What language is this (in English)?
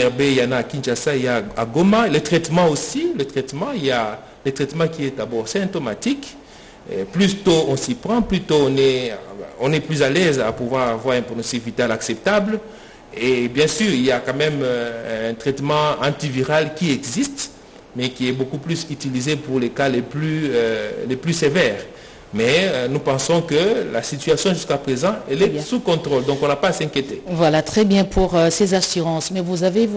French